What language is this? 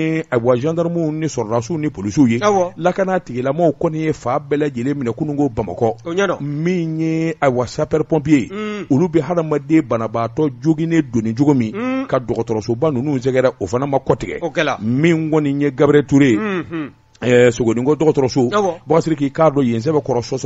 Bambara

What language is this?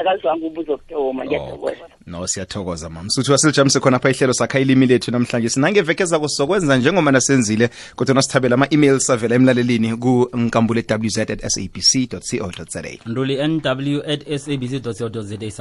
South Ndebele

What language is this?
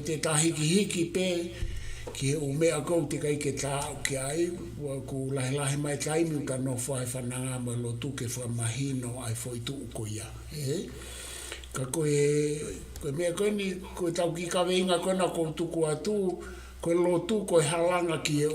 Tongan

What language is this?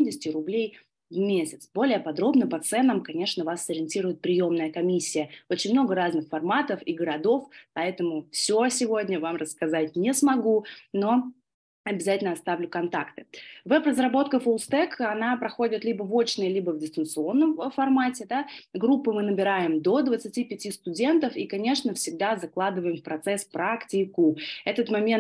Russian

